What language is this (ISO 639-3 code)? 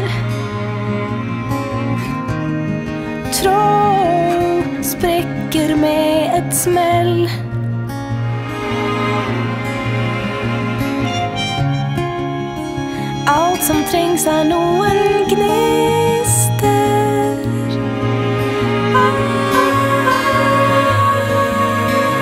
nor